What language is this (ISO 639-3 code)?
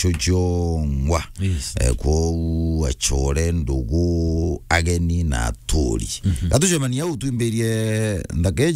mer